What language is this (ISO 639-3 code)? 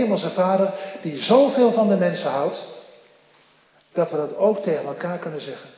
nld